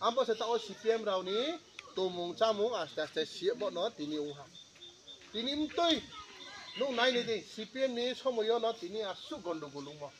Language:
Riang (India)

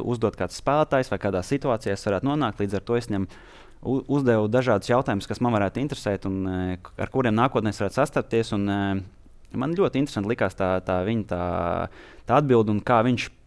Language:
Latvian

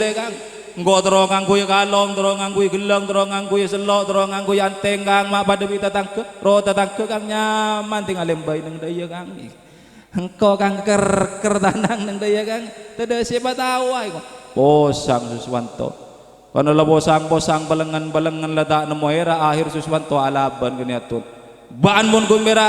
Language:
Madurese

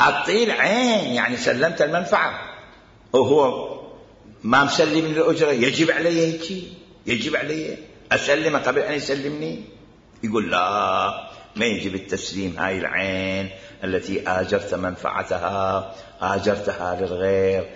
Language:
Mesopotamian Arabic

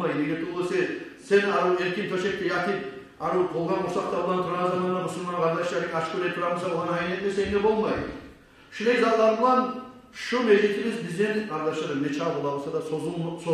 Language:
Kumyk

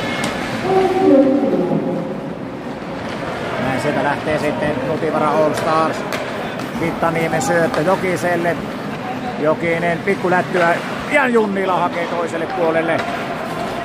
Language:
Finnish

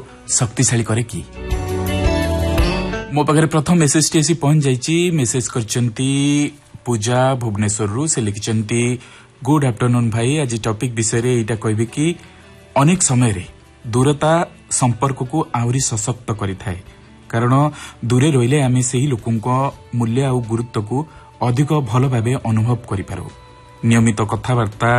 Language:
Odia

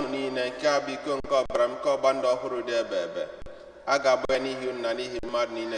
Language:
Igbo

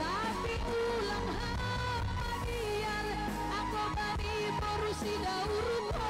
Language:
Batak Simalungun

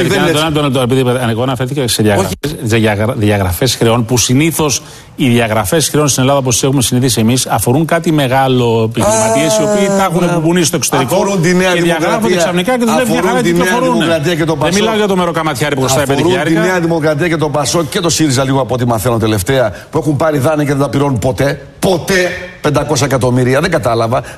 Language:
Greek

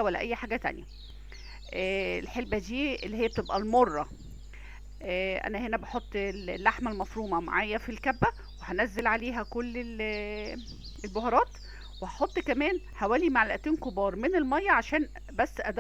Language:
Egyptian Arabic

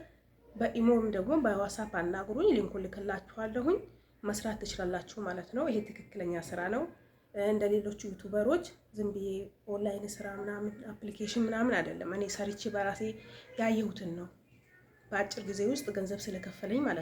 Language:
Amharic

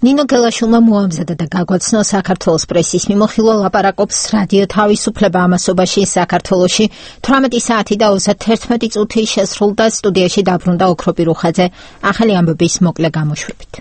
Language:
Georgian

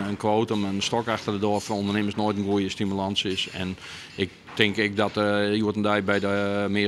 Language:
Western Frisian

